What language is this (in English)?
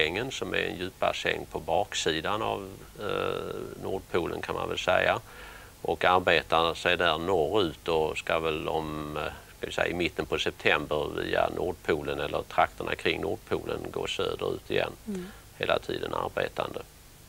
Swedish